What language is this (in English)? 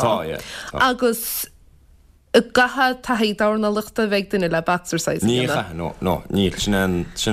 Irish